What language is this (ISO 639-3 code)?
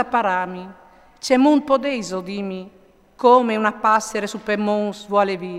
fur